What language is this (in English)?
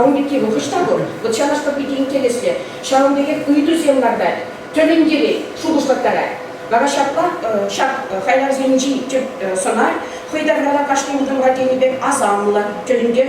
Chuvash